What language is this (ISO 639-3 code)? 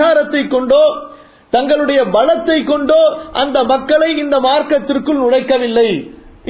tam